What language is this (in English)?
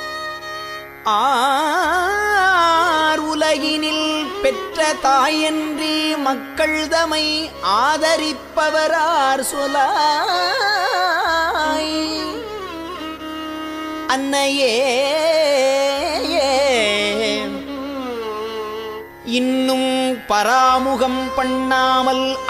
Tamil